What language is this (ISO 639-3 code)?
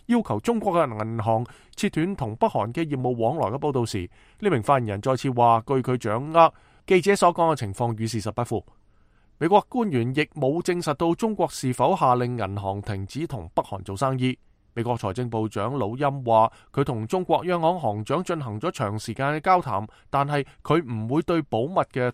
yue